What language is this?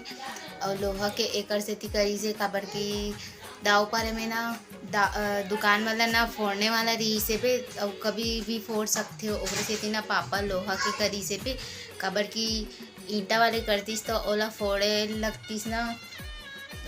Chhattisgarhi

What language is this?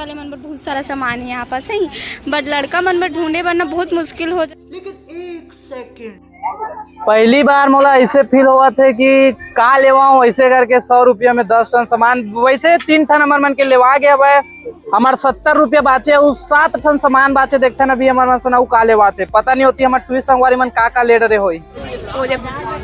Chhattisgarhi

